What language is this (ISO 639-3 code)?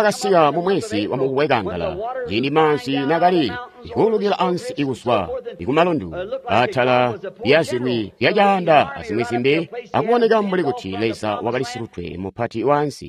toi